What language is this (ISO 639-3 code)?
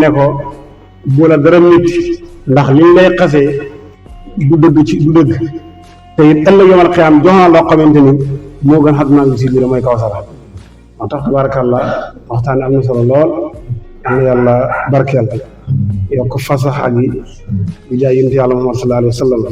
wol